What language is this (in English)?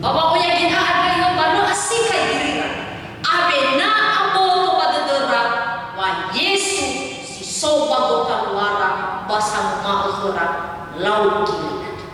Nias